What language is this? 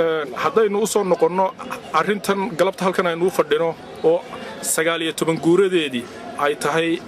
Somali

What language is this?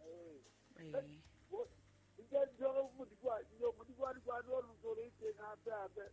Southern Sotho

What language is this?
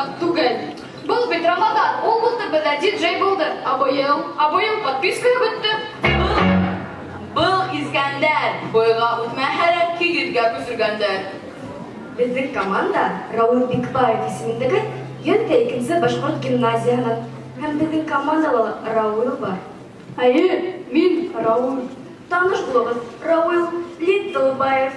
Bashkir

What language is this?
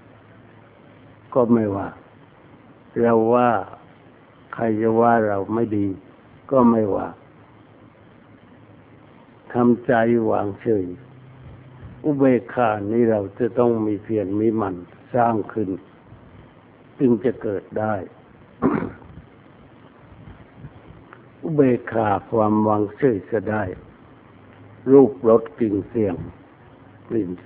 Thai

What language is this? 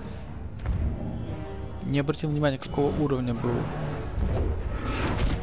Russian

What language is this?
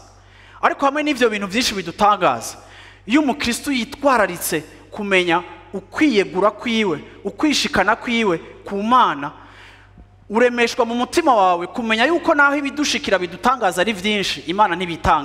Rundi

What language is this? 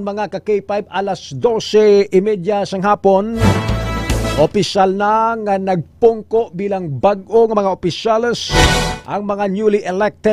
Hiligaynon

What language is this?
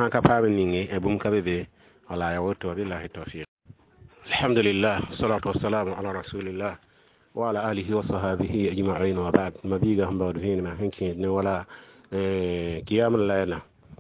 Mossi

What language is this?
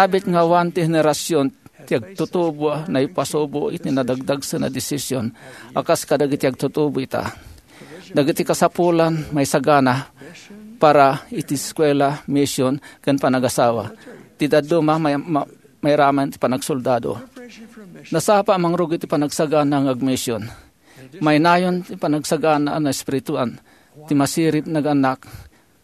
Iloko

